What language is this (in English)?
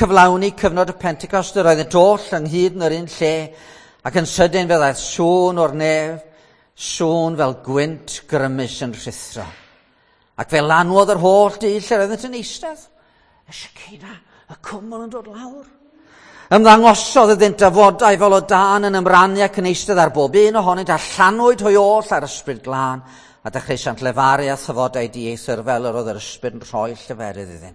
Welsh